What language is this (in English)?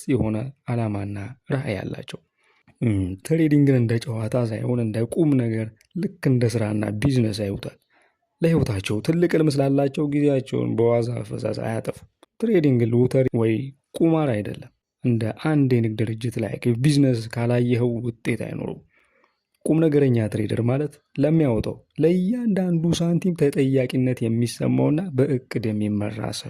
Amharic